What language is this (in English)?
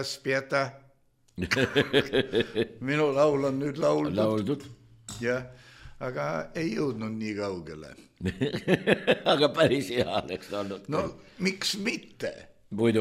Estonian